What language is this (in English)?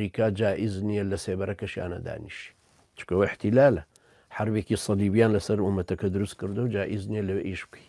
Central Kurdish